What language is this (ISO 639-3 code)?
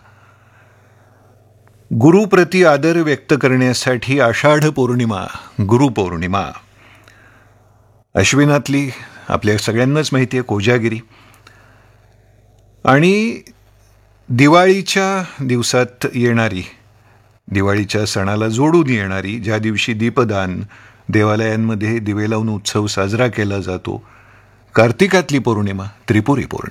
mar